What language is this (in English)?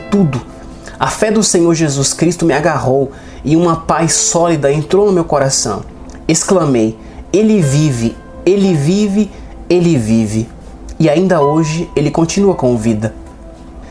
Portuguese